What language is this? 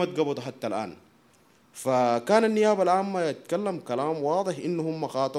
Sudanese Arabic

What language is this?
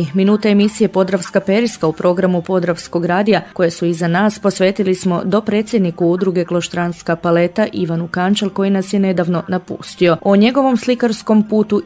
Croatian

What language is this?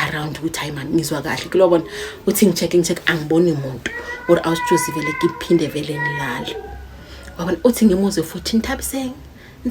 Zulu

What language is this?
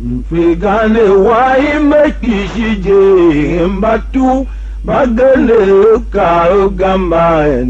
Tiv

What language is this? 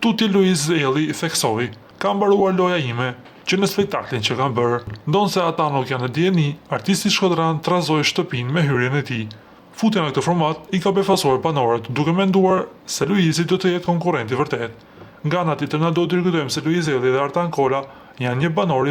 Albanian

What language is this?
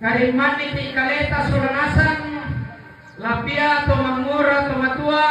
Toraja-Sa'dan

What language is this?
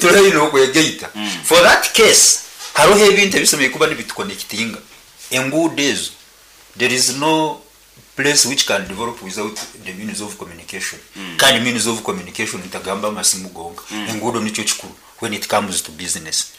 Nyankole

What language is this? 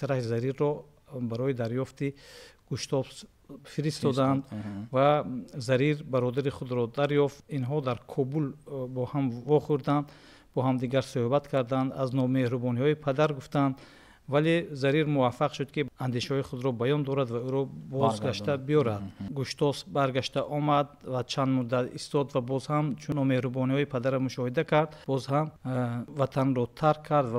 Tajik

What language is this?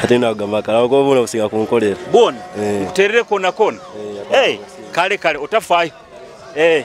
Nyoro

